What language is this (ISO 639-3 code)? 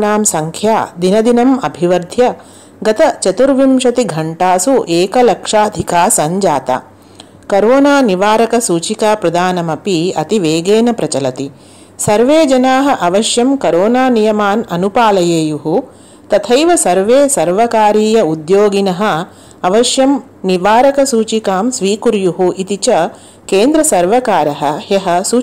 san